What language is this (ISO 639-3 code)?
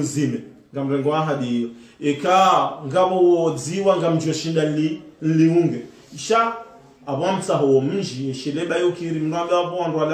zdj